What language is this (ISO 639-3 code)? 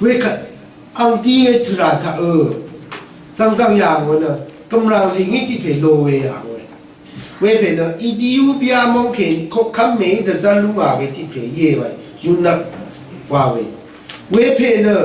raw